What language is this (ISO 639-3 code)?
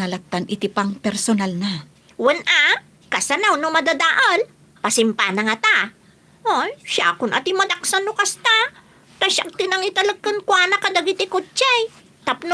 ilo